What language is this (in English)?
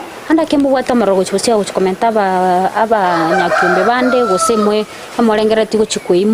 Gusii